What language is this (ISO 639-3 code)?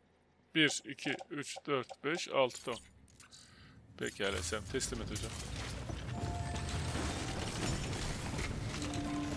tur